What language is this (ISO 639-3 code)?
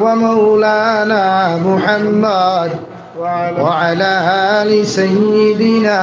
syl